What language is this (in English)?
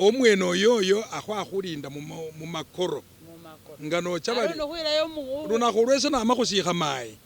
Masaaba